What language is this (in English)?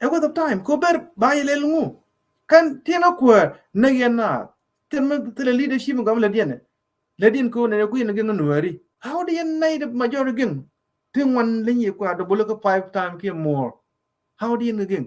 Nuer